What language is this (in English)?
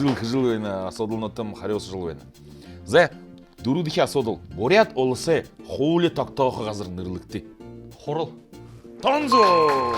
Buriat